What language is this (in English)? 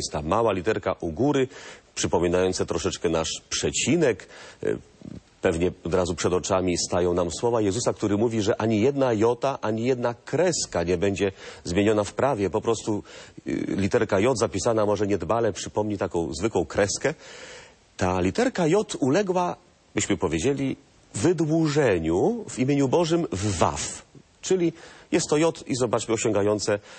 Polish